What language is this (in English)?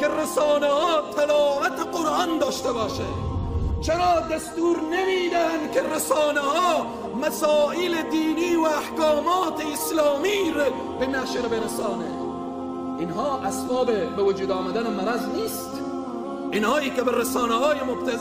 Persian